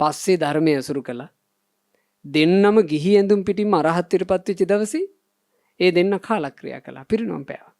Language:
Sinhala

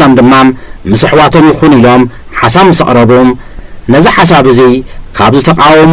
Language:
Tigrinya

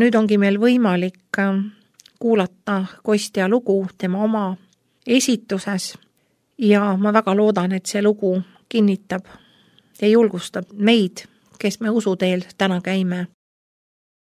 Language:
Estonian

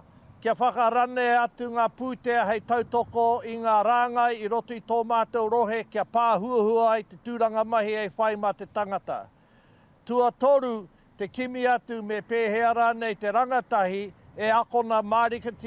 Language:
Māori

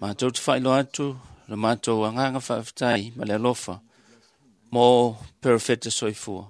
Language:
Samoan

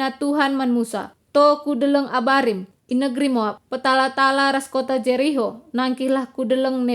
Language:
Batak Karo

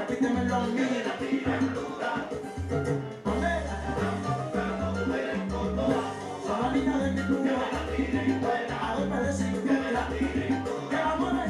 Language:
Spanish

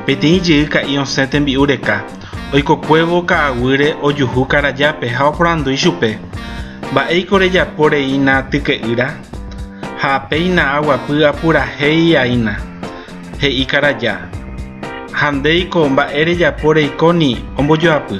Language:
Guarani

